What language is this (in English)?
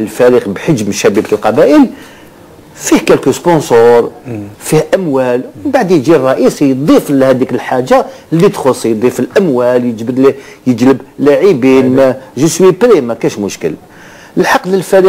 Algerian Arabic